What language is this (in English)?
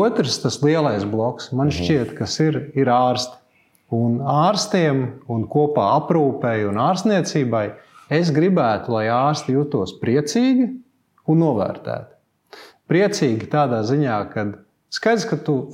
Latvian